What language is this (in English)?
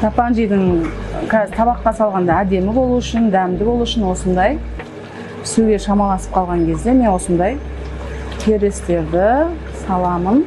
Kazakh